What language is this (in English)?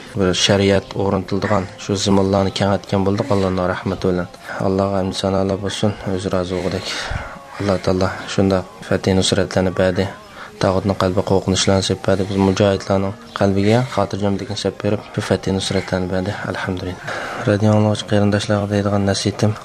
Uyghur